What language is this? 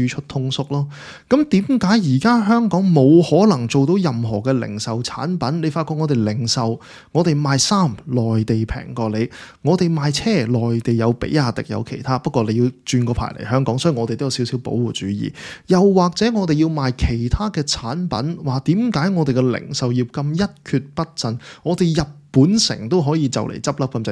Cantonese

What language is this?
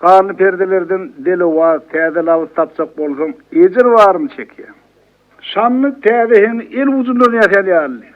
Turkmen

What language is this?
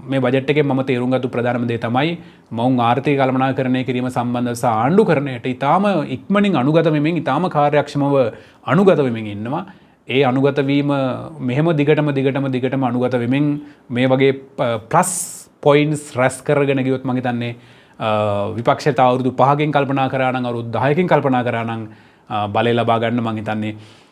Sinhala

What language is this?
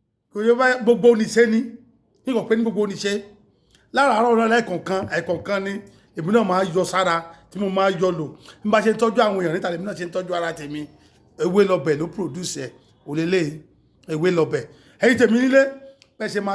Yoruba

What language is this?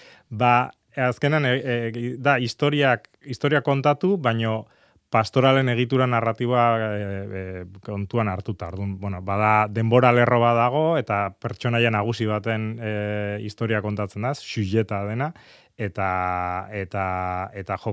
Basque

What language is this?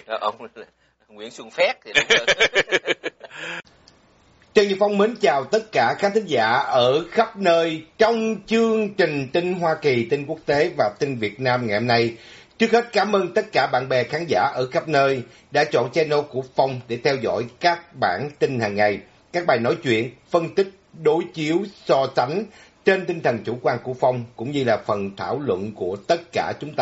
Vietnamese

